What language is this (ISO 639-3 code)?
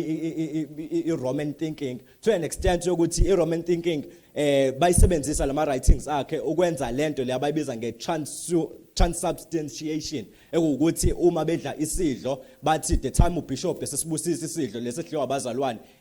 zul